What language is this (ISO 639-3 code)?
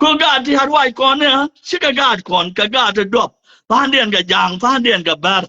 nus